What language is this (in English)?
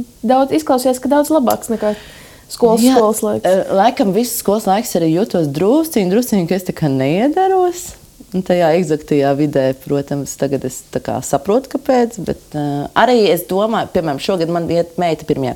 Latvian